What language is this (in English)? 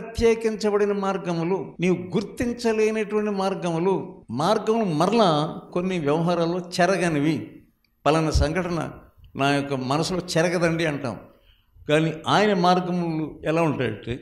Telugu